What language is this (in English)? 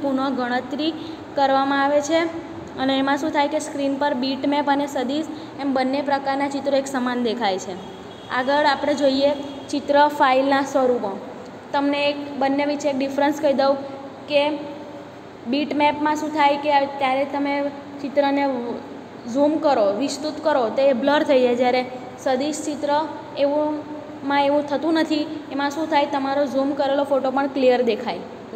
Gujarati